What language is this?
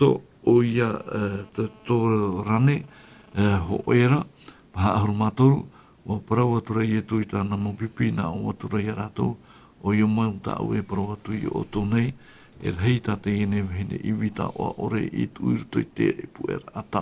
Tahitian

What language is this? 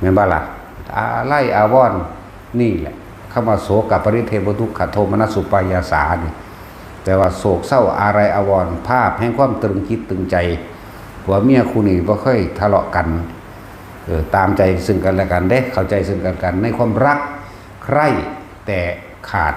Northeastern Thai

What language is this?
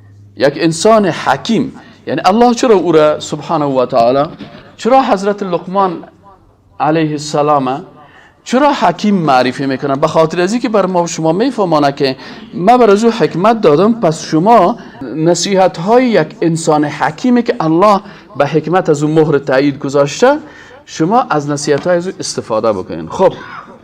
Persian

